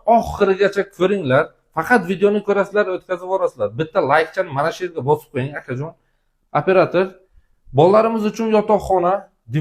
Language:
Uzbek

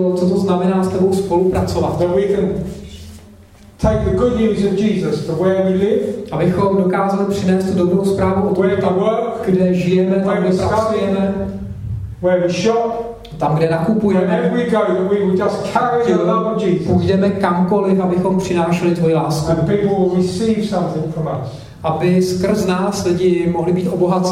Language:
Czech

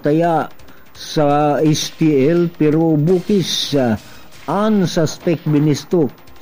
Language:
Bikol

